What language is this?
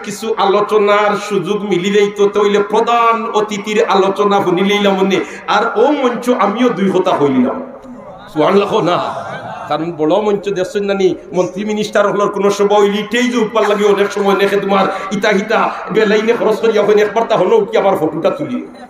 Sylheti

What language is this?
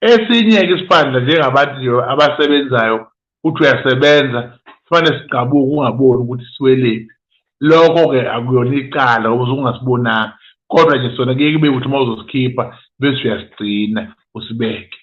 Zulu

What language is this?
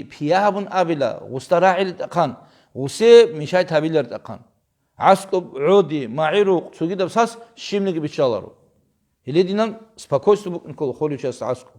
Avaric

